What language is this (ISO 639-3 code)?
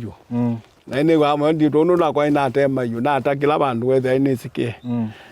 kam